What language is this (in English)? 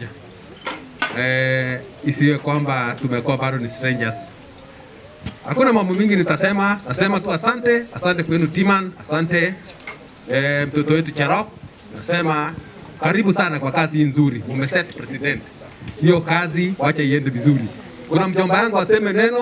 Swahili